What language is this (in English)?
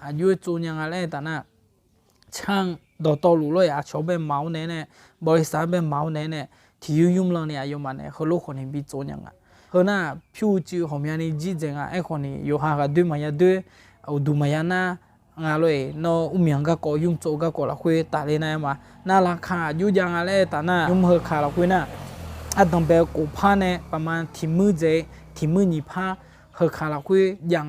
Akha